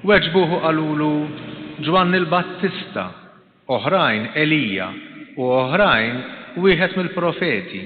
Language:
Maltese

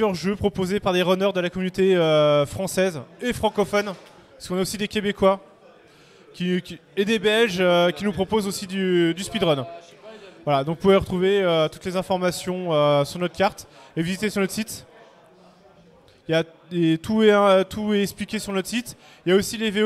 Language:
French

